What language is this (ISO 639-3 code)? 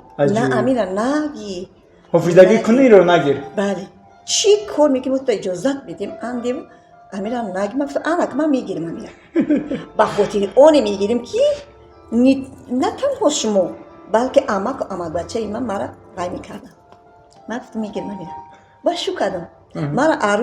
tgk